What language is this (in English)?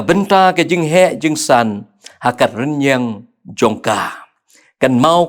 Khasi